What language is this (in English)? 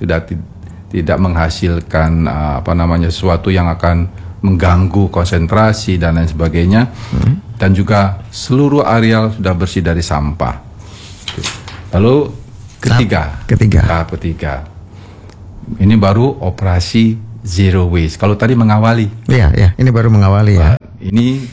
Indonesian